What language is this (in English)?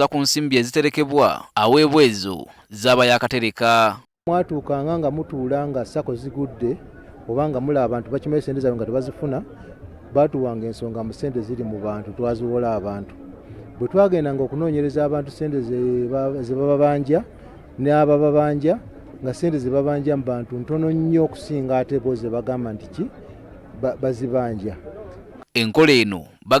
Ganda